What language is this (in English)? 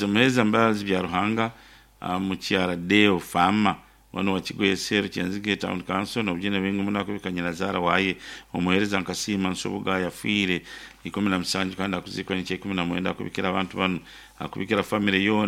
Nyankole